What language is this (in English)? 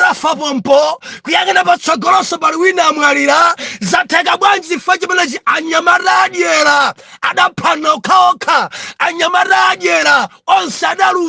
Nyanja